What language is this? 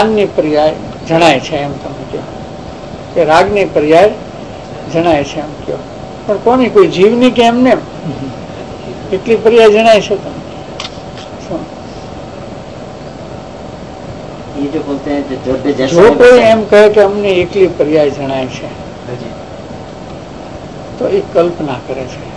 Gujarati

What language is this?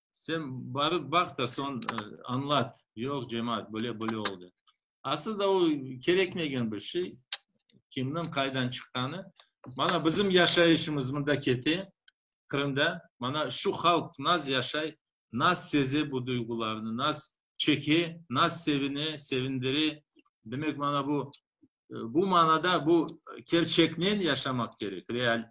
Crimean Tatar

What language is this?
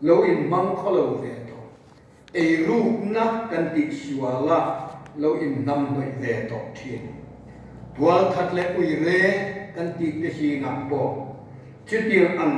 Mizo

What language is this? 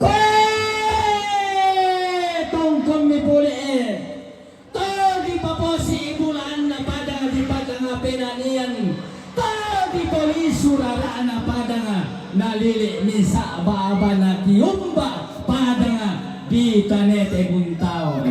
Toraja-Sa'dan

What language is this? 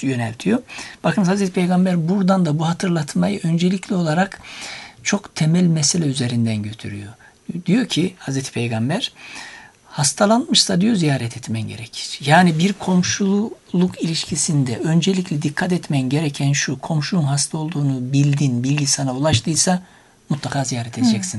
Turkish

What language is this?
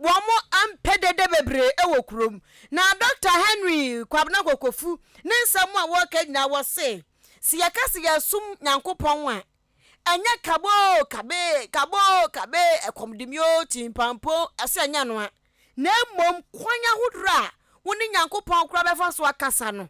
Akan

